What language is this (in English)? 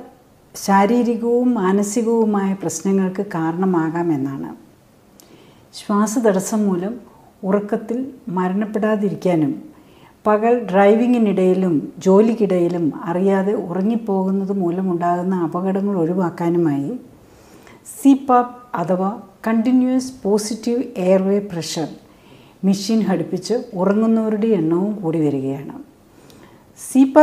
Malayalam